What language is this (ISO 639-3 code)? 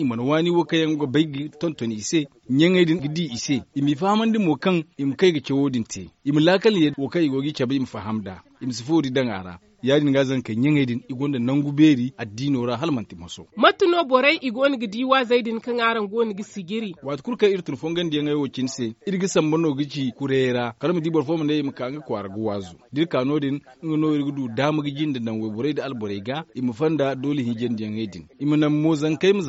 dje